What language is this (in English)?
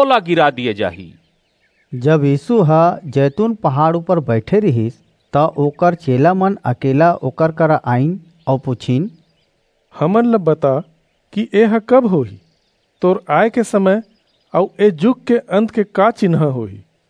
Chhattisgarhi